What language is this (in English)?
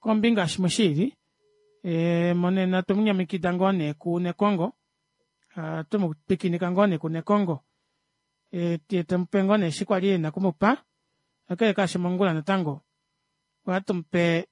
Kuanyama